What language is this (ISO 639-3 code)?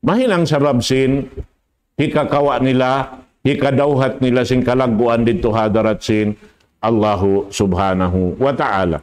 tsg